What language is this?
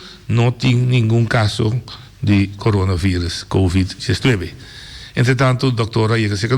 Papiamento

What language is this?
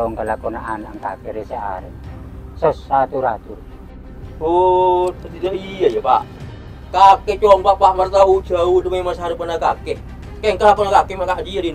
Madurese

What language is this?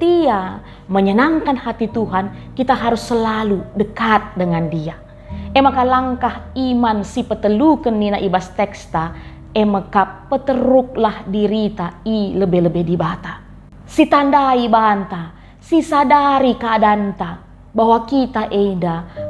Batak Karo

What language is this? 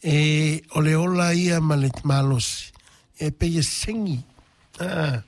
Samoan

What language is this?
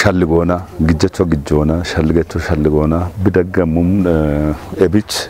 Kafa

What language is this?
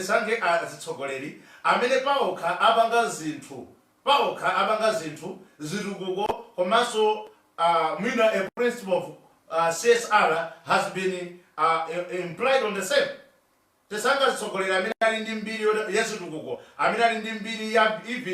Nyanja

